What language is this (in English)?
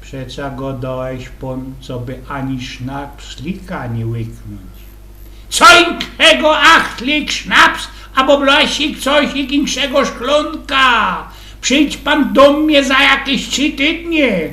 Silesian